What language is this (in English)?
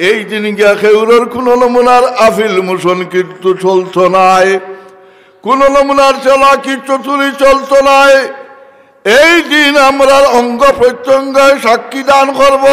Sylheti